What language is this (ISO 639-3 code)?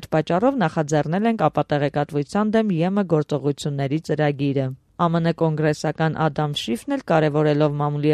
hye